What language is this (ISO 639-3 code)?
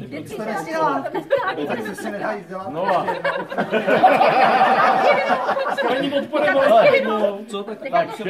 ces